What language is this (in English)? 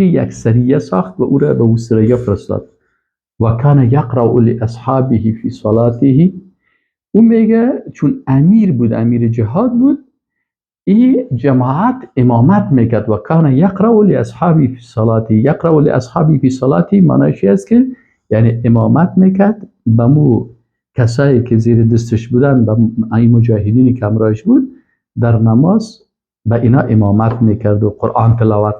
Persian